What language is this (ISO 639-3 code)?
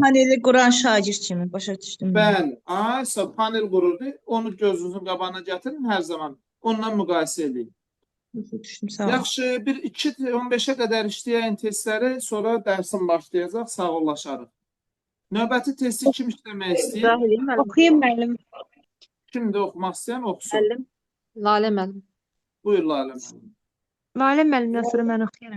aze